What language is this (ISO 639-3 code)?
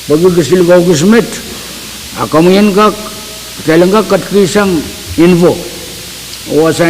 pon